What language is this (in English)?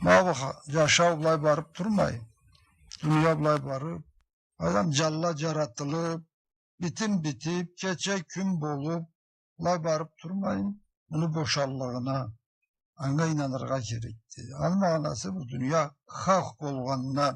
Karachay-Balkar